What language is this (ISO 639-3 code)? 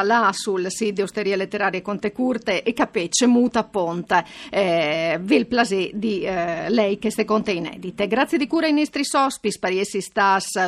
fur